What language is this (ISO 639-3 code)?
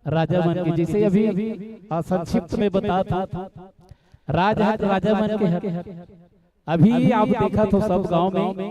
hne